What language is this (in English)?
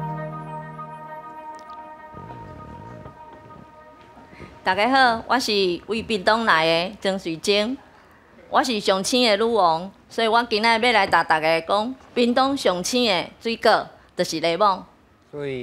Min Nan Chinese